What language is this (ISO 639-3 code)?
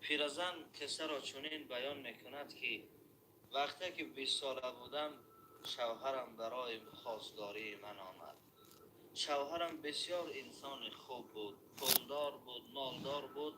tgk